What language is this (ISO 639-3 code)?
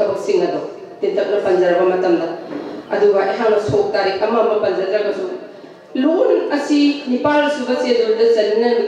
mni